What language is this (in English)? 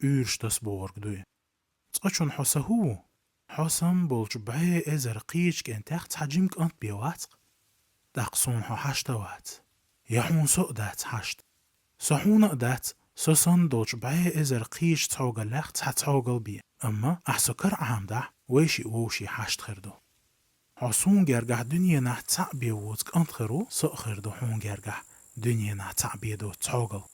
Chechen